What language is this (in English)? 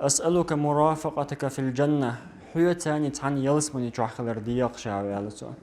Chechen